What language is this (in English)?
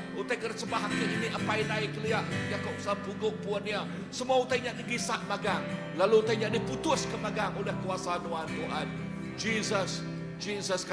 Iban